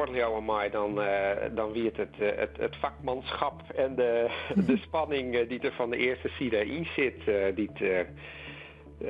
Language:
Western Frisian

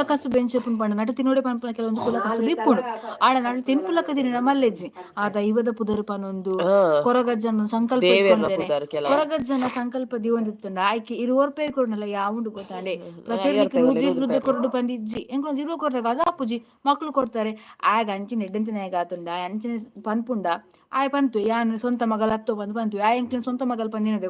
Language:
Tulu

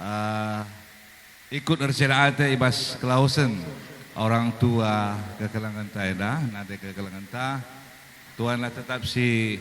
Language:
Batak Karo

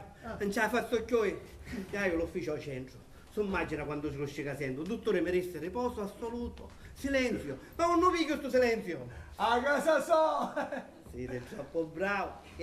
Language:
Sicilian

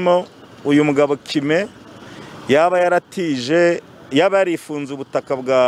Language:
Kinyarwanda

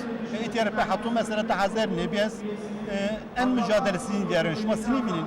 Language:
Zaza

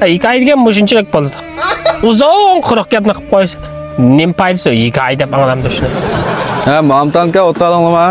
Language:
Uyghur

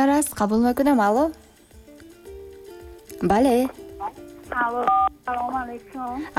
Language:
Tajik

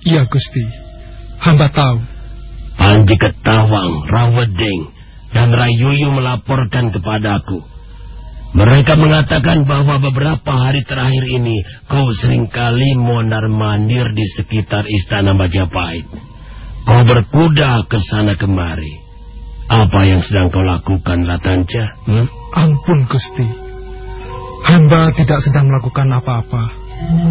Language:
Indonesian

